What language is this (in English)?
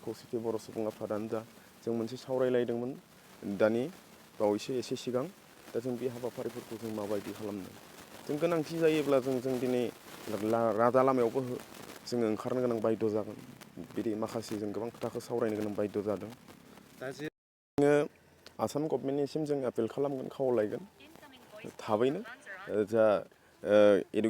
Bodo